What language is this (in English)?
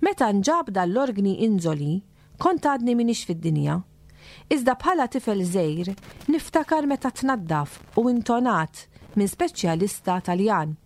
Maltese